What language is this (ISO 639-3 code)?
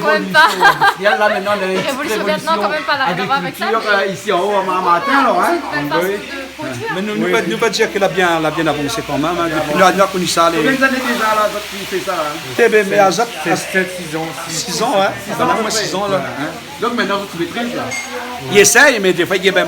rcf